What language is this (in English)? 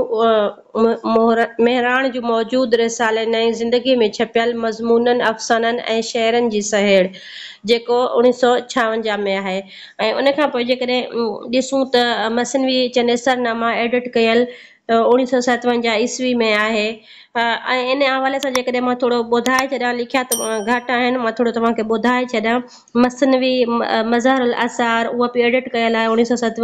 Sindhi